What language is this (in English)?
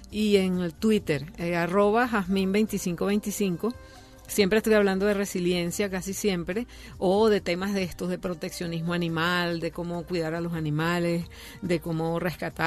Spanish